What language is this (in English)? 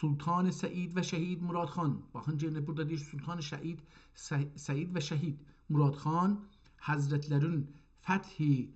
South Azerbaijani